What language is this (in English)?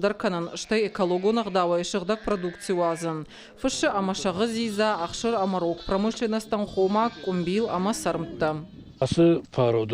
Ossetic